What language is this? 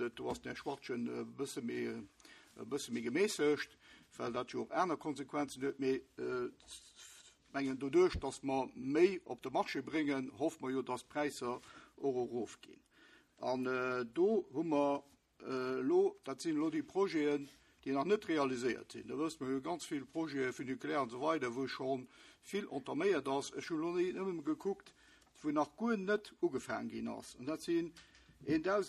Luxembourgish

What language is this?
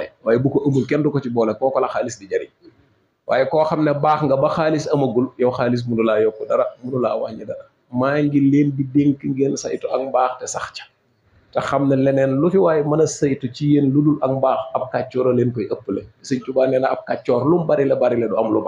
Wolof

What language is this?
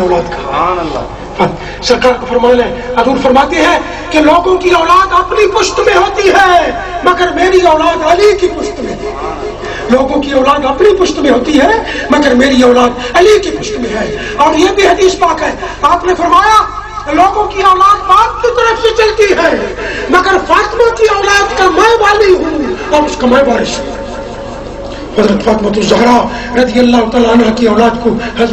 Urdu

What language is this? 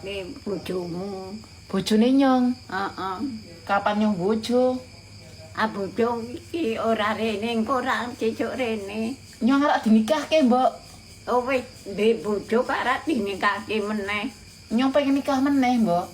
Javanese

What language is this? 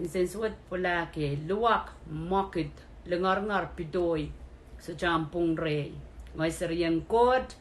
Pohnpeian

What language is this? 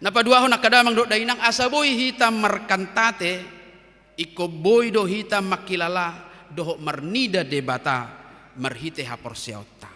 Batak Toba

